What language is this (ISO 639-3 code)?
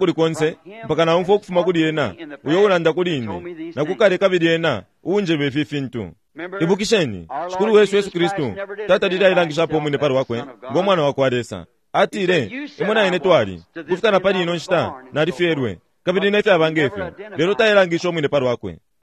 bem